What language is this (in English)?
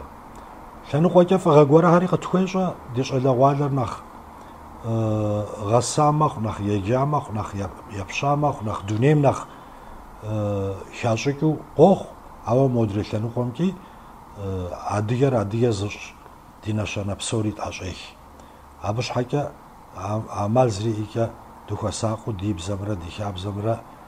Kabardian